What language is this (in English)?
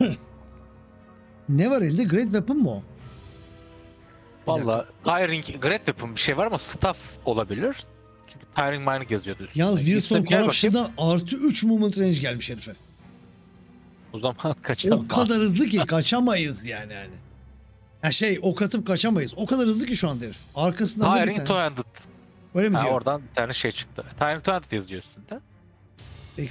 Turkish